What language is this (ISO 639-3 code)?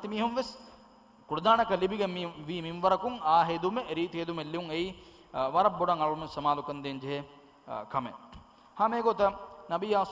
div